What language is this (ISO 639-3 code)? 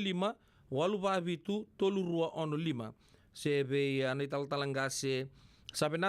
fij